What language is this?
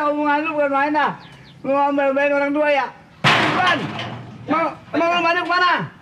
Betawi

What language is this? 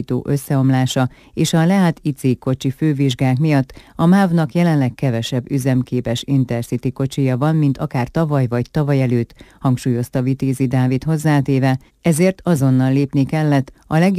Hungarian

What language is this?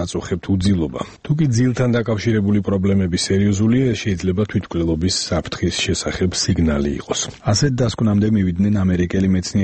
Georgian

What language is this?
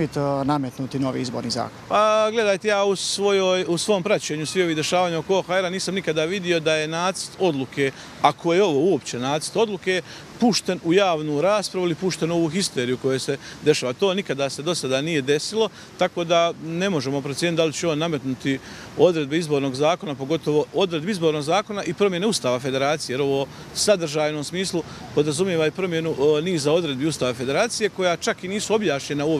Croatian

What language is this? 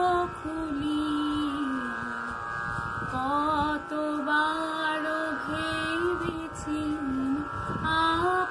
Bangla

